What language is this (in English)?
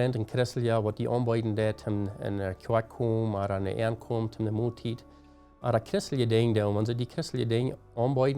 Plautdietsch